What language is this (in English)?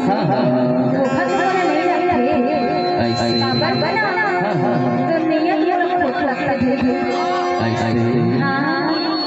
Chhattisgarhi